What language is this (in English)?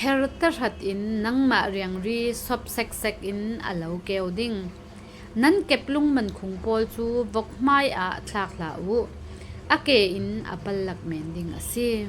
Falam Chin